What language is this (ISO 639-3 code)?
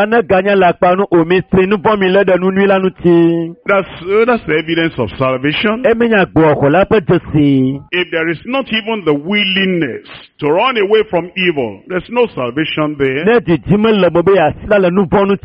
ewe